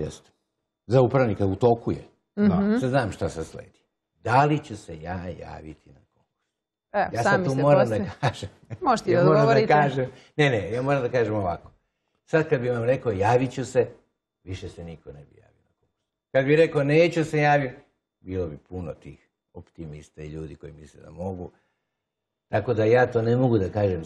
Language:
Serbian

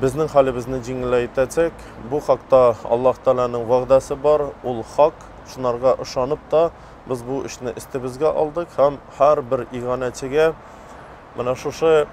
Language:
Tatar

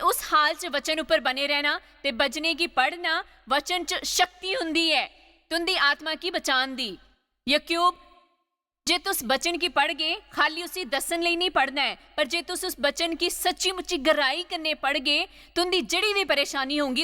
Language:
Dogri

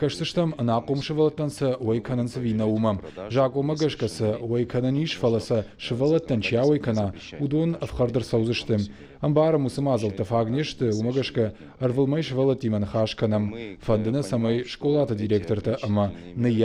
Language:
Ossetic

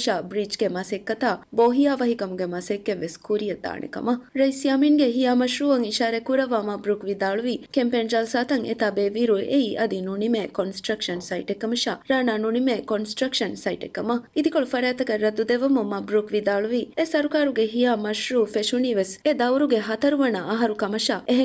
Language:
Divehi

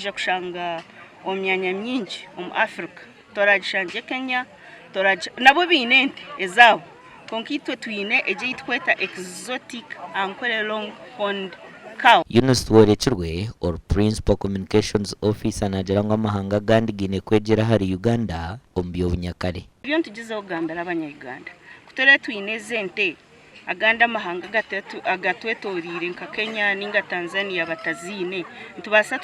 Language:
Nyankole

